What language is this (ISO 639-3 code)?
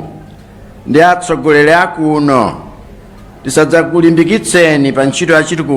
nya